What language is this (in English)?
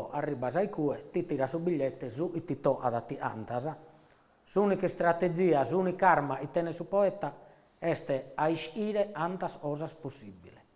Sardinian